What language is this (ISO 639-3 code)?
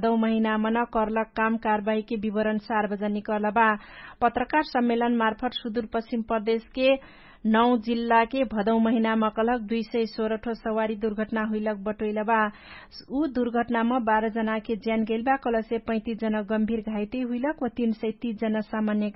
thl